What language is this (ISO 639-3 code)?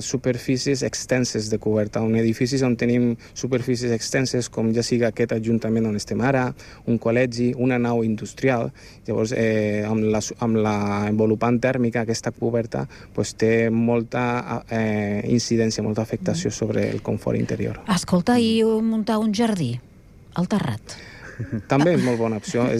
cat